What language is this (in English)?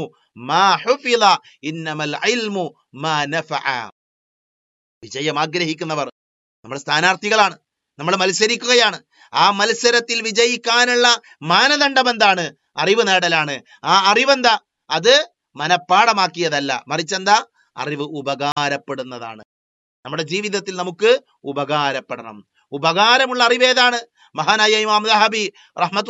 Malayalam